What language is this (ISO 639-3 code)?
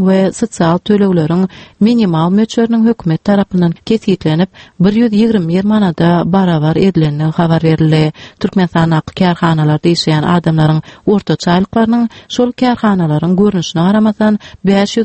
tuk